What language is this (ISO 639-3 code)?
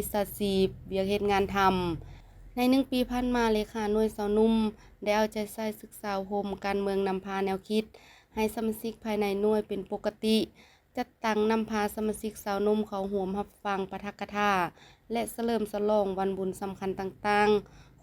lao